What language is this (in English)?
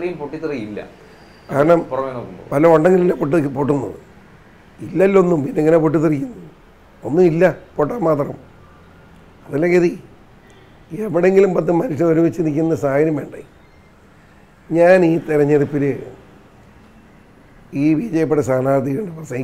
Malayalam